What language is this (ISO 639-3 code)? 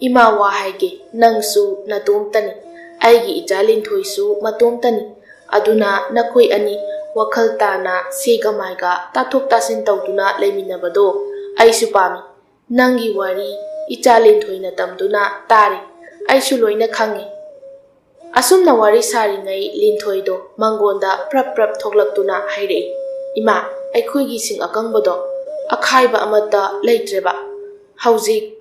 mni